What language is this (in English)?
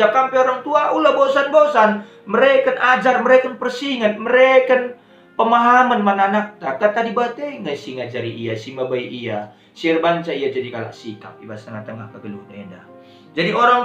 Batak Karo